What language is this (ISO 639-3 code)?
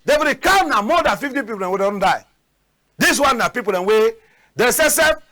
wes